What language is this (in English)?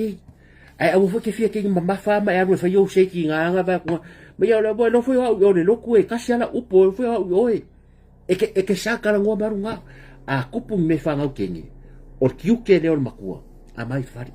Samoan